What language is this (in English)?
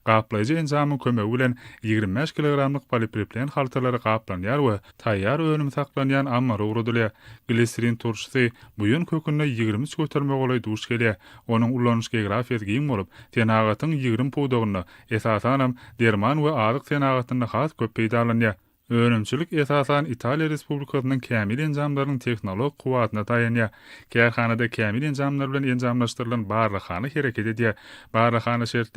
Turkmen